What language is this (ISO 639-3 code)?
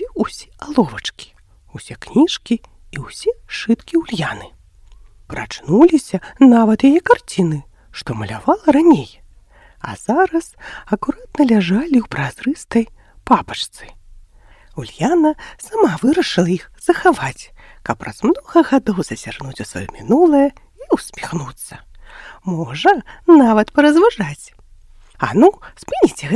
bel